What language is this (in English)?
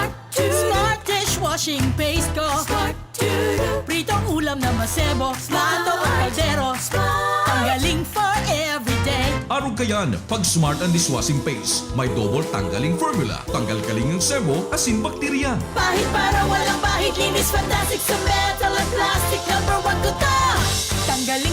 Bikol